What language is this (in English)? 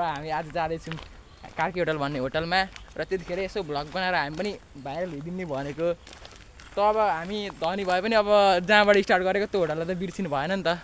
Nepali